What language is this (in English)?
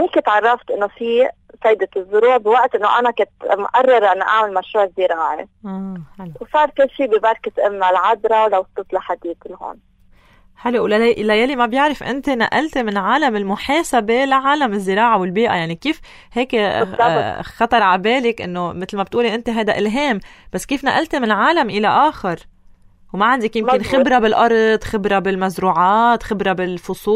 North Levantine Arabic